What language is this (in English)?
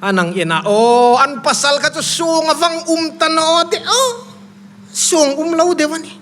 Hmar